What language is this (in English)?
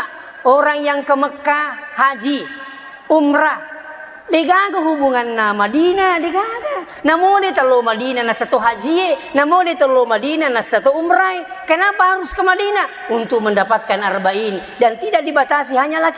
Buginese